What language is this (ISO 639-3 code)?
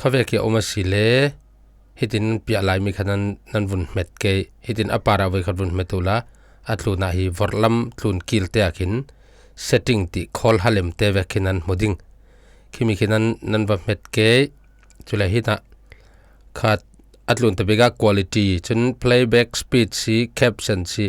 cfm